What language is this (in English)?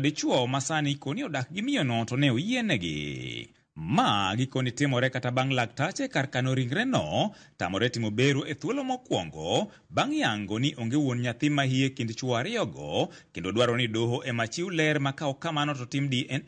Luo (Kenya and Tanzania)